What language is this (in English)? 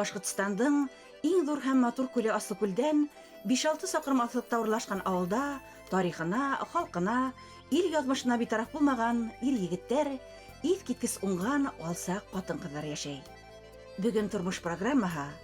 Bashkir